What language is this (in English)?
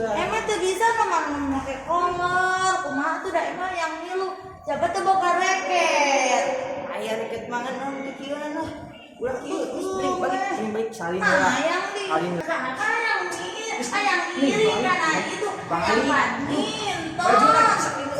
Sundanese